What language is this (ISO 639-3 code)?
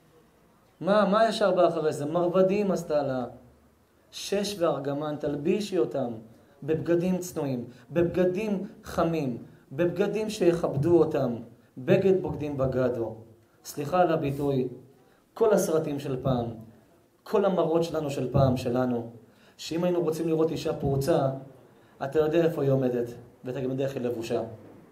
heb